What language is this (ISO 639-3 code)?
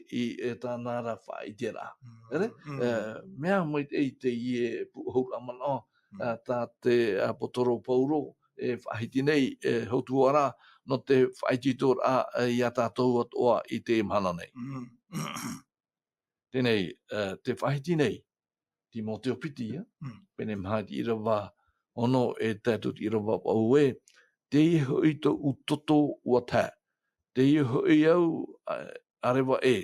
tah